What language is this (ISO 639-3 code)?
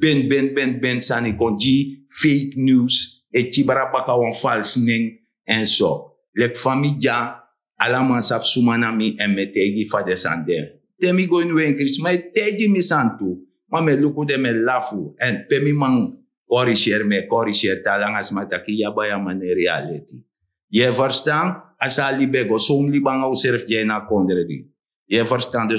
srn